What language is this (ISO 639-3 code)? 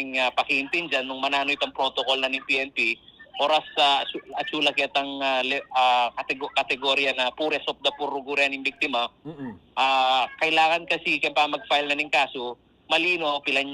pam